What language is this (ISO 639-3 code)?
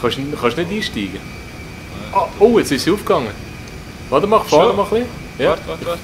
gsw